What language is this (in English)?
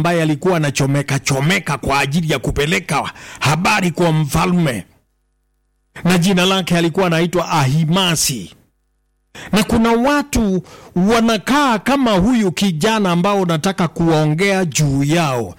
Swahili